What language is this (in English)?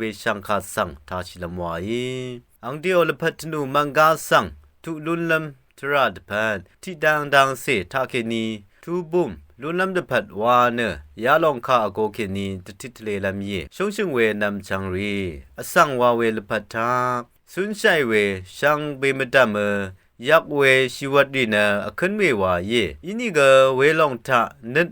Rawang